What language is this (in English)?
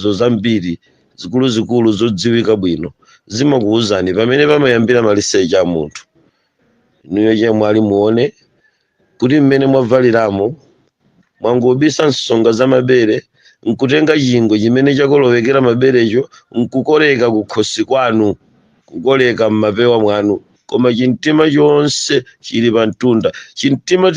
Nyanja